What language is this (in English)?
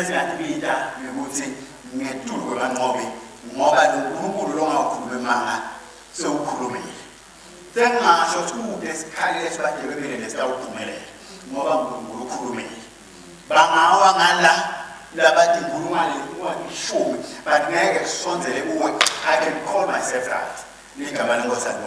Swati